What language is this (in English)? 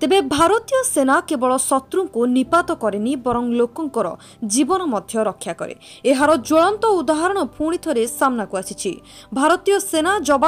Odia